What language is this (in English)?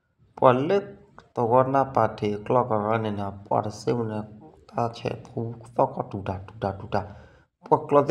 S'gaw Karen